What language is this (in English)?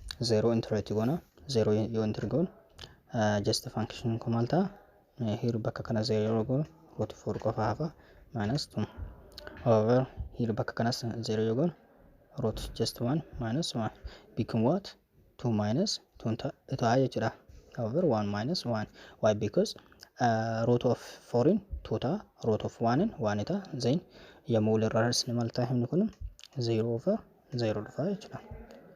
Oromo